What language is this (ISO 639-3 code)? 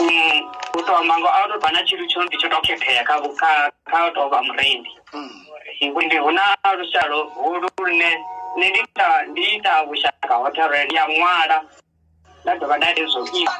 ven